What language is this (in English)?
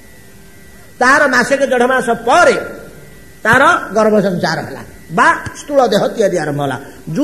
Odia